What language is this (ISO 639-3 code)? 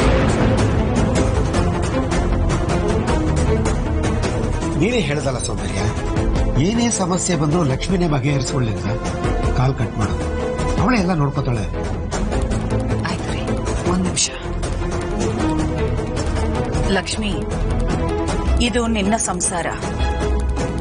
kan